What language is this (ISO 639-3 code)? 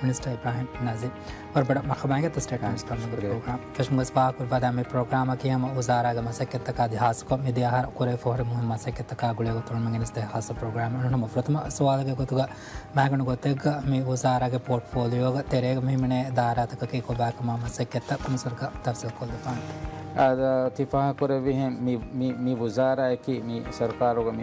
div